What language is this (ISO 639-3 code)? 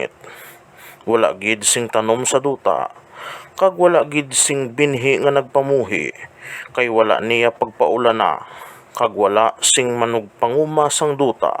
hil